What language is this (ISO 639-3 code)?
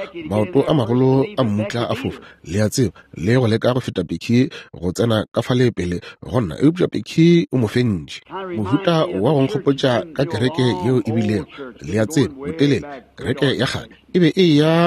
nso